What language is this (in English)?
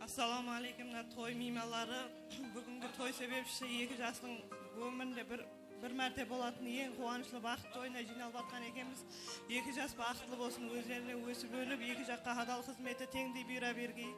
Kara-Kalpak